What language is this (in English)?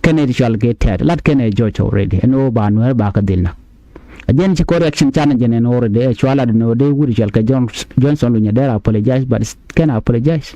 Nuer